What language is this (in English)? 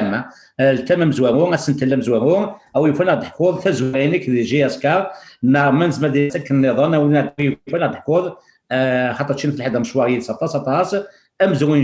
Kabyle